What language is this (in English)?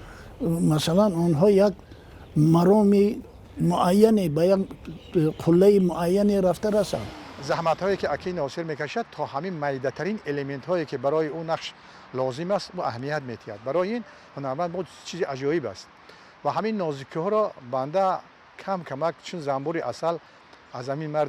Tajik